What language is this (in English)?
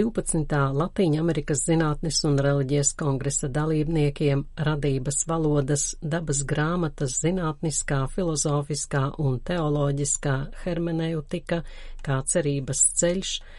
Latvian